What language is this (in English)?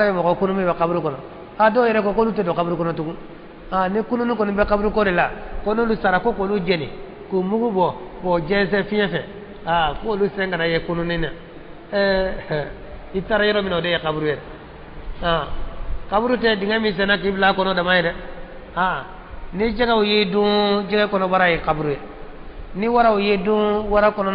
Bambara